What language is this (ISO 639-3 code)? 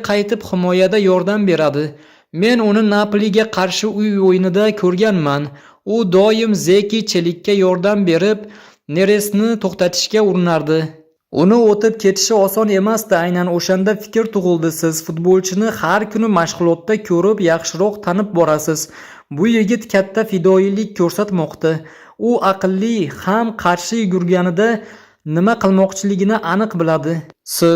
uzb